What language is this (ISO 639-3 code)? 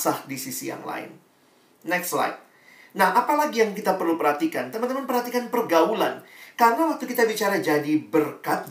ind